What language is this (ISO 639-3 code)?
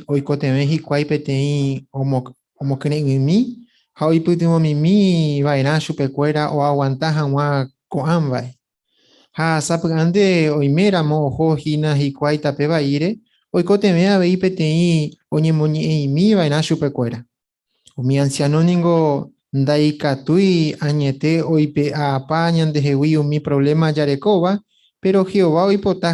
grn